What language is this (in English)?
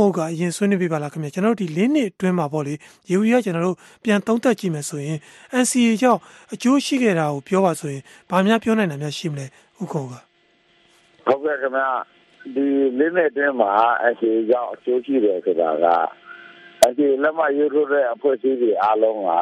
Burmese